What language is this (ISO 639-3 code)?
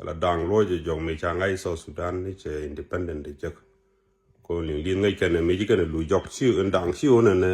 nus